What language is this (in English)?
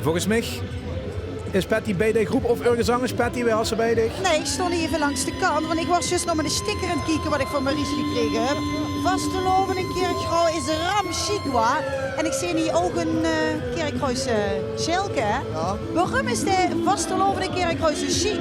Limburgish